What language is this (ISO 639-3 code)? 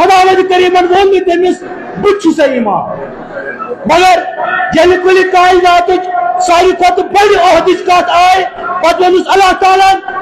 kas